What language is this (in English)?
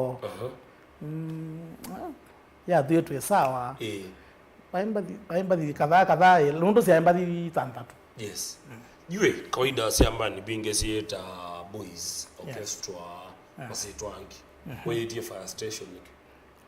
Kamba